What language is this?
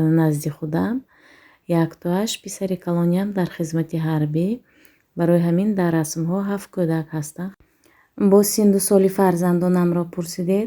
Tajik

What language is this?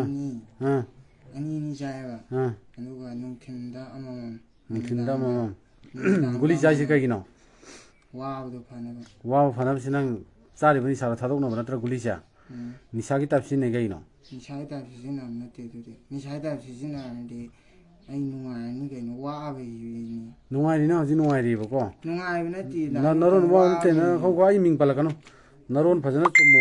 Manipuri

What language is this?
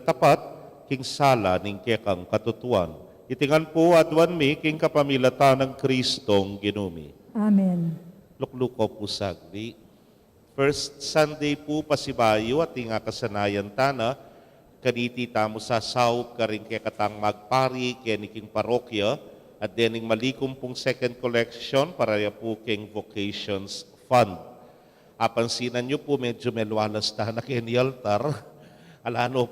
Pampanga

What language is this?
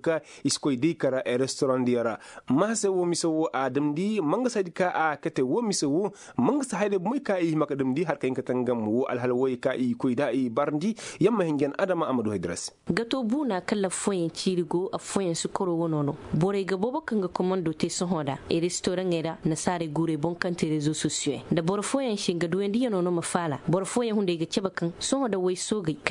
Koyraboro Senni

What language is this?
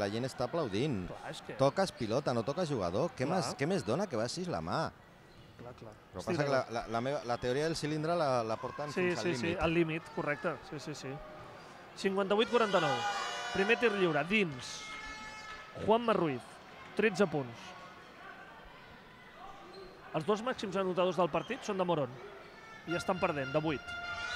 Catalan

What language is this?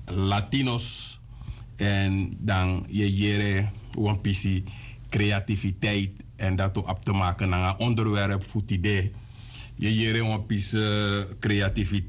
Sranan Tongo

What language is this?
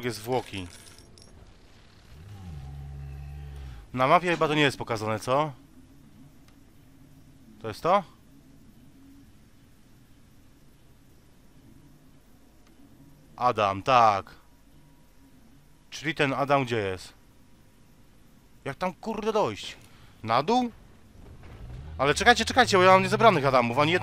Polish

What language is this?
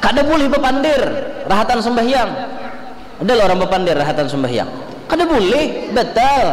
Banjar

